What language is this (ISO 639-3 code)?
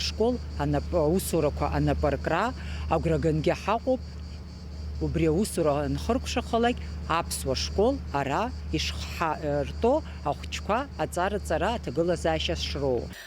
abk